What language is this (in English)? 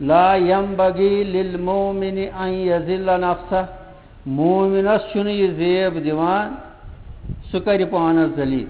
Kashmiri